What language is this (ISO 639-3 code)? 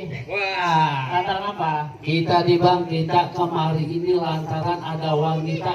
bew